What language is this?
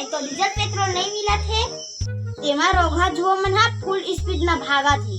Chhattisgarhi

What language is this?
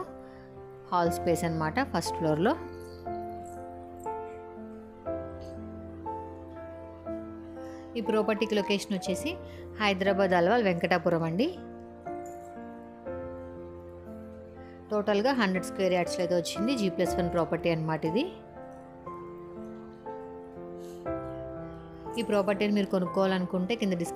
Telugu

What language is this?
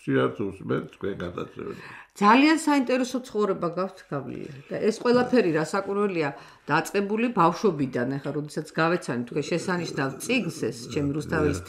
Georgian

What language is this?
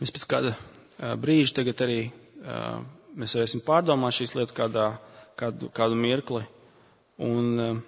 Latvian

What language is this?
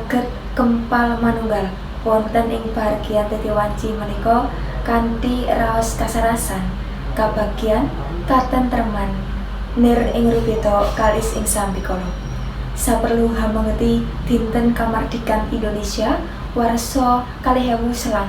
Javanese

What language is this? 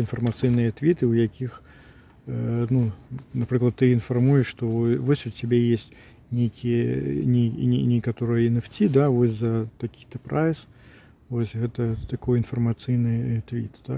Belarusian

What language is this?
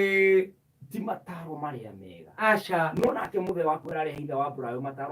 Kikuyu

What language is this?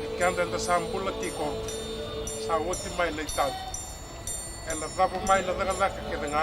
Fijian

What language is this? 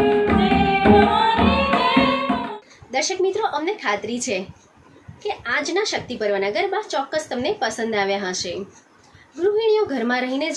Gujarati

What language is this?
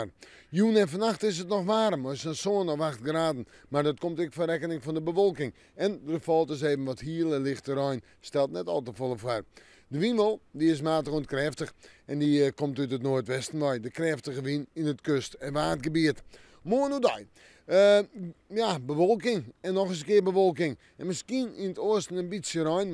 Western Frisian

